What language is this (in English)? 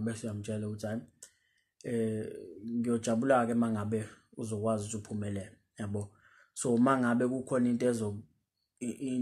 Zulu